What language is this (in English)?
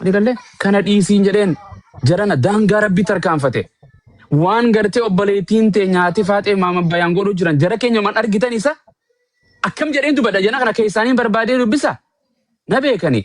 Oromo